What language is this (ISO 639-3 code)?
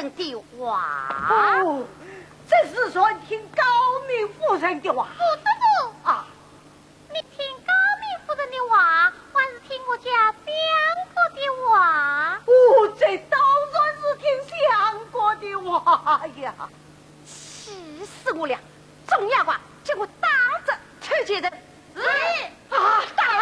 wuu